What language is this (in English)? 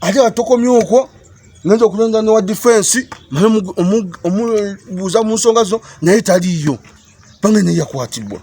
Ganda